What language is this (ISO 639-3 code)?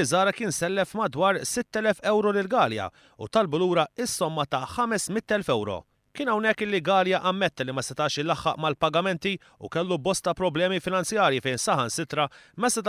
mlt